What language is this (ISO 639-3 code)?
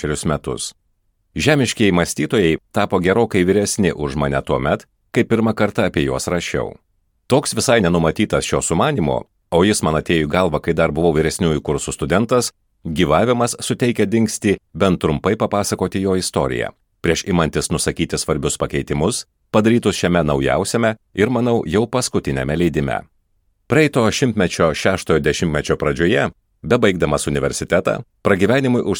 lit